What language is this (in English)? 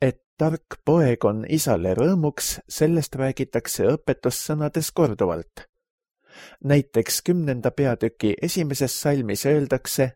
Estonian